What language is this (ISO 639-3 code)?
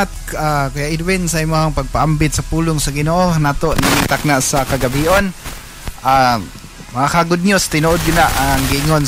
ceb